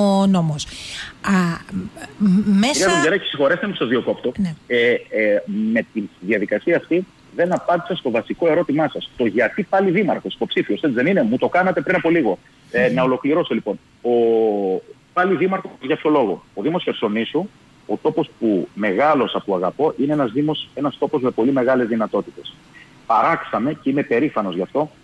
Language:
Greek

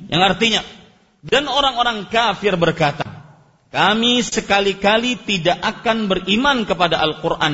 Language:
Indonesian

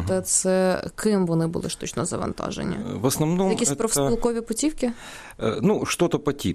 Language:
Ukrainian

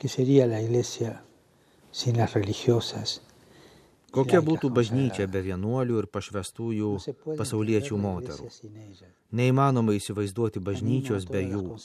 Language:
Lithuanian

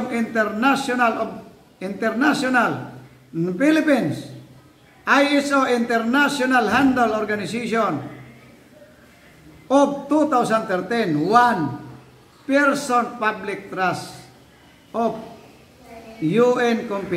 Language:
Filipino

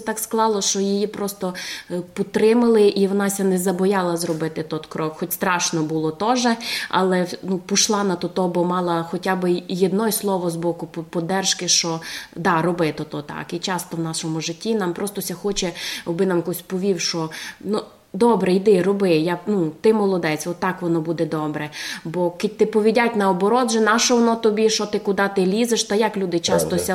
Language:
Rusyn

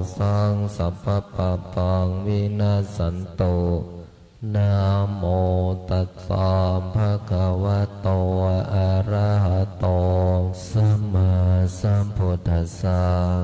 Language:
Pali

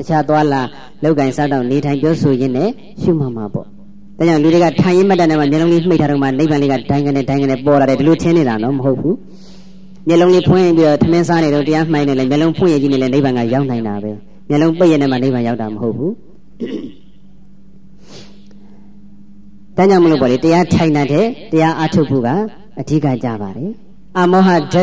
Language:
Burmese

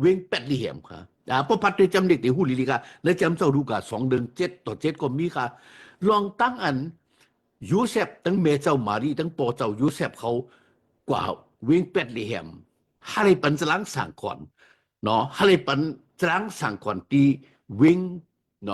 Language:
Shan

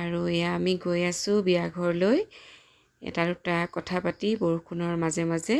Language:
Assamese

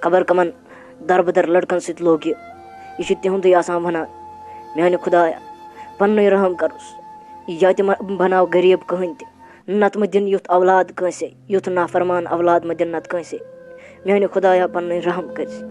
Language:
Kashmiri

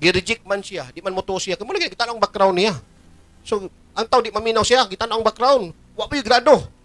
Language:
Cebuano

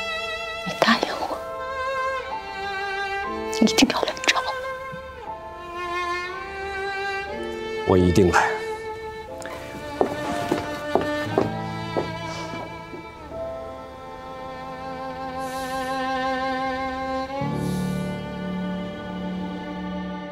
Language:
Chinese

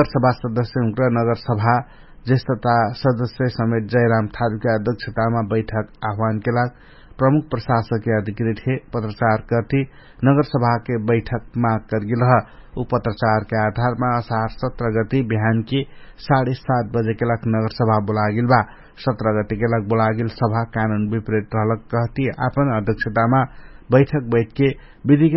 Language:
Dangaura Tharu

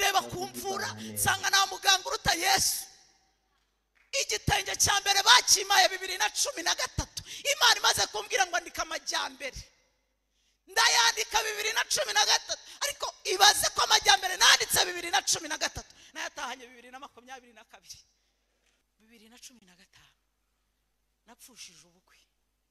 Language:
Kinyarwanda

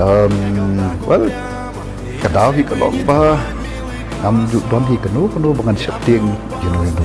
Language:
Khasi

